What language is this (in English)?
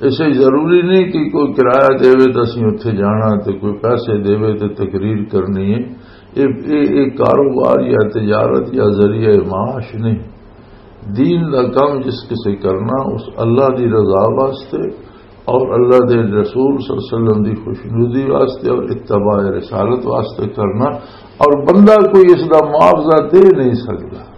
Western Panjabi